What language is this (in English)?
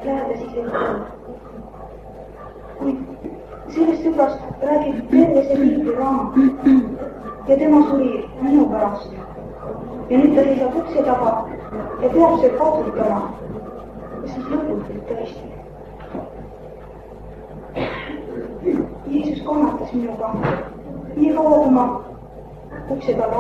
Estonian